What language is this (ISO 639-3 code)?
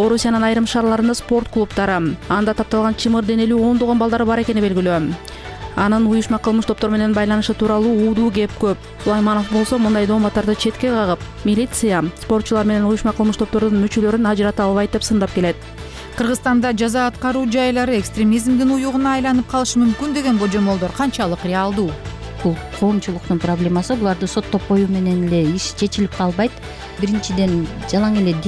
kir